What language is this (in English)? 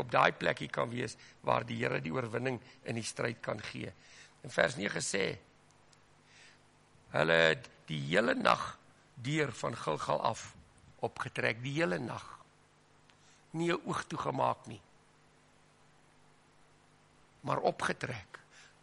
Afrikaans